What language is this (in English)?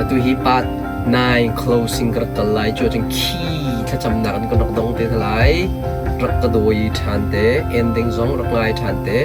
Hakha Chin